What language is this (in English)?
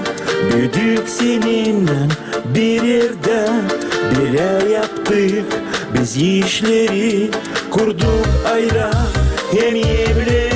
Gagauz